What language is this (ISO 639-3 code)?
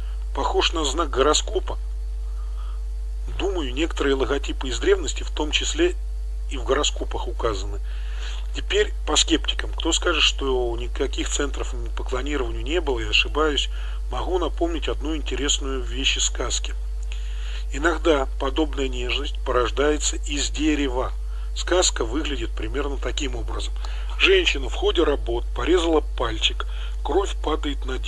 rus